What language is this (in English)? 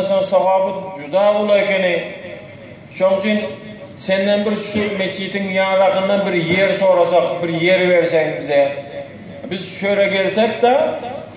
Turkmen